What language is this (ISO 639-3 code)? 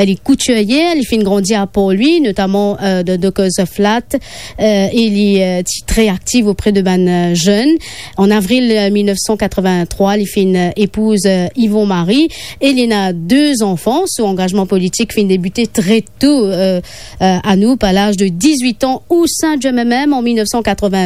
mfe